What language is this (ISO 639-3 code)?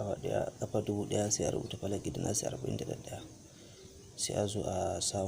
hau